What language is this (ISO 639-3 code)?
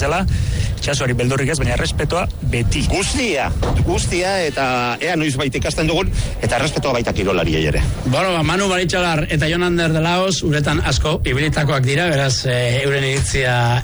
eus